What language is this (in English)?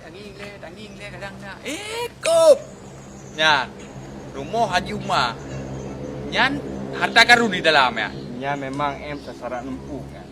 Achinese